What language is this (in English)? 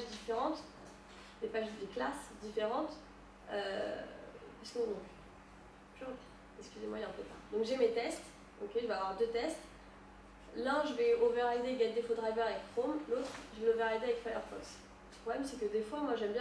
French